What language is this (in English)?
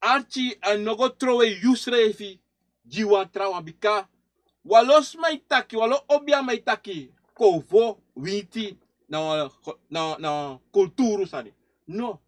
Sranan Tongo